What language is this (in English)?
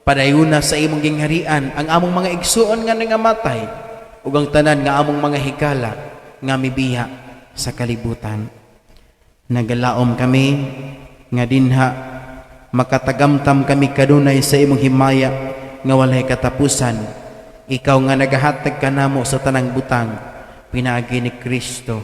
Cebuano